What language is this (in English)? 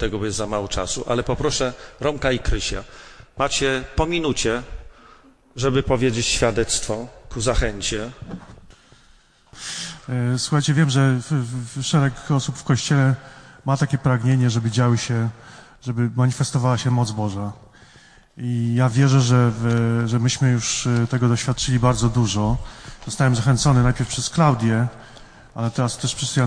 Polish